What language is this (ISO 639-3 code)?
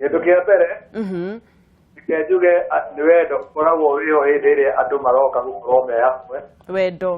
kik